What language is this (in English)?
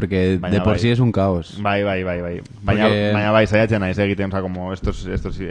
Basque